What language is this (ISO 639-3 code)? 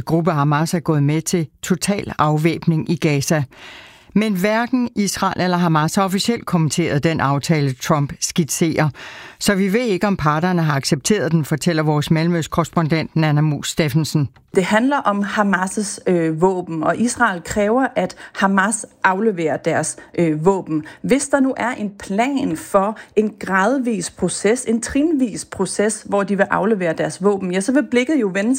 dan